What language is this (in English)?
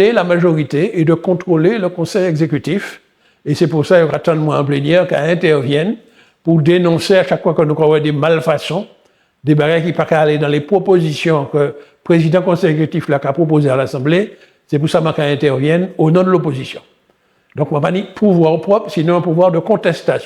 Guadeloupean Creole French